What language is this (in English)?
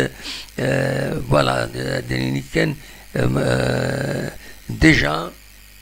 Kabyle